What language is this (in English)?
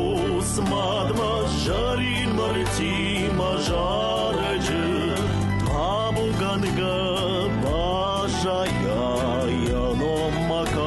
Ossetic